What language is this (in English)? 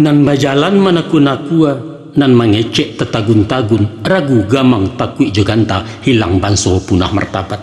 Minangkabau